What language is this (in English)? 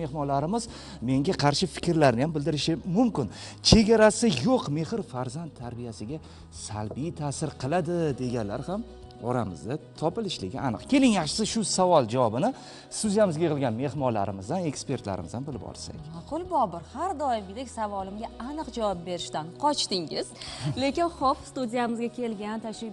Uzbek